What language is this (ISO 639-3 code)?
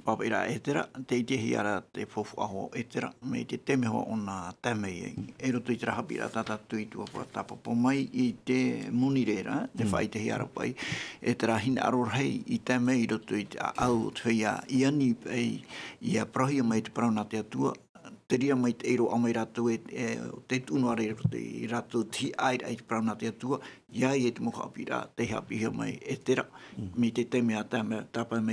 tah